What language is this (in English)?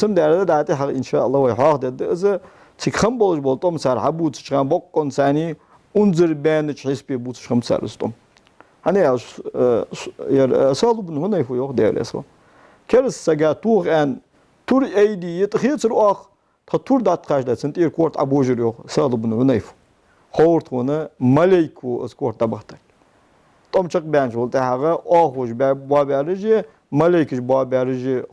Ingush